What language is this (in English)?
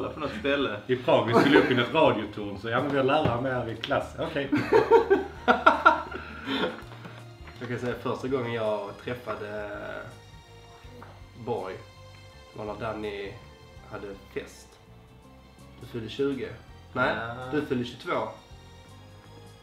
Swedish